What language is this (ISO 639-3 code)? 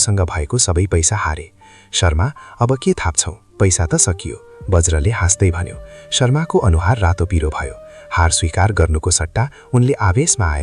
nep